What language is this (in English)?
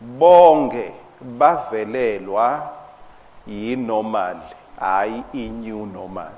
Swati